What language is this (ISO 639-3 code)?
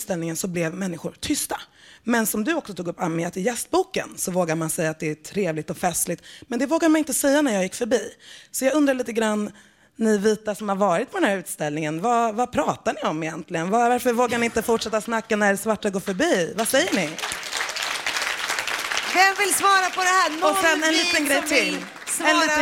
swe